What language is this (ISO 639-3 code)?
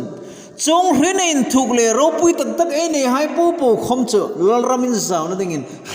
hmr